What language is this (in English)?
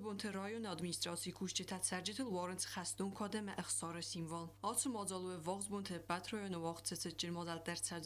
Ossetic